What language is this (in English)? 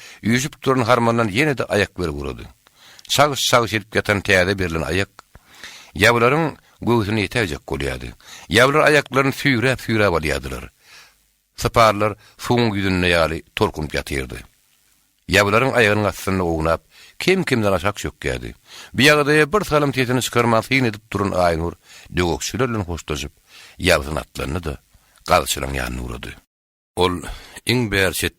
Turkmen